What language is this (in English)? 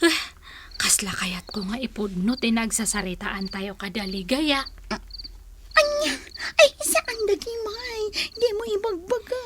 Iloko